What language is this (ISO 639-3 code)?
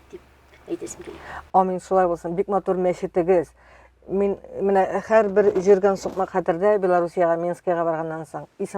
tat